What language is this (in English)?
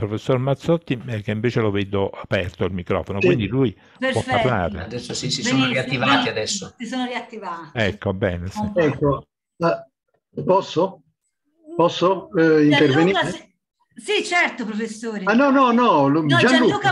Italian